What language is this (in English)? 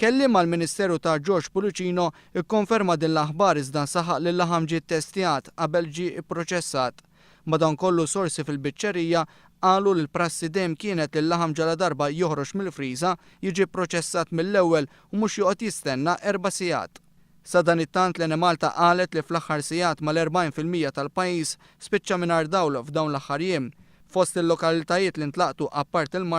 Maltese